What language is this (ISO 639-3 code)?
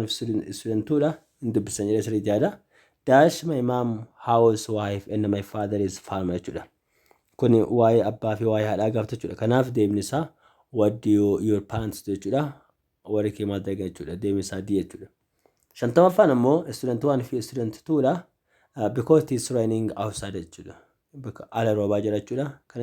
orm